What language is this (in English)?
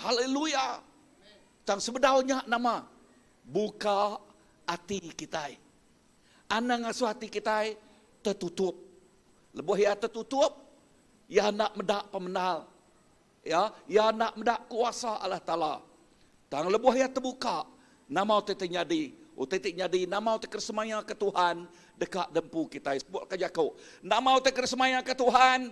Iban